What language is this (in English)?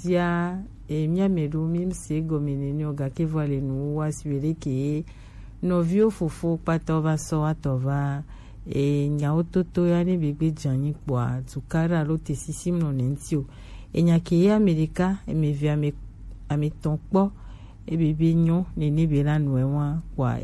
Gen